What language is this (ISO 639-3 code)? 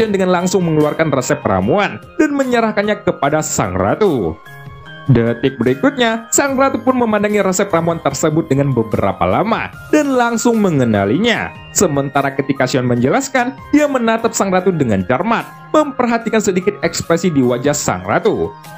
ind